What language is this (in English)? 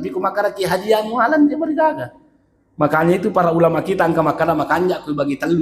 Buginese